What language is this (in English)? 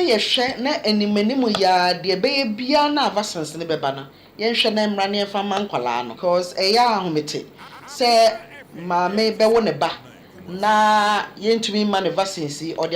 Akan